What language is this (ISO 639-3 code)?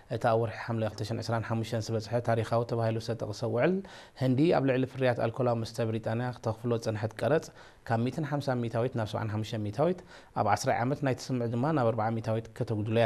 tir